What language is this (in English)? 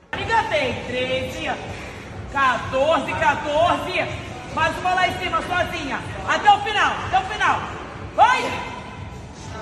Portuguese